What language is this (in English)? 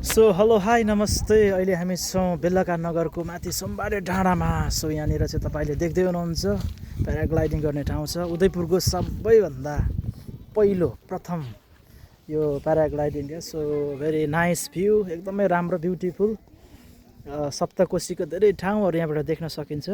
Nepali